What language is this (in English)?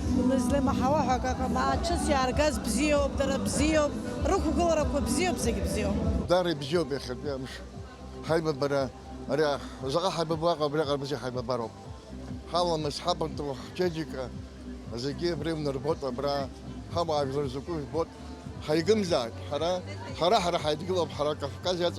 Abkhazian